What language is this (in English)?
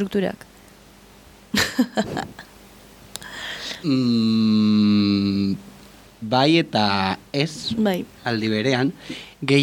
Basque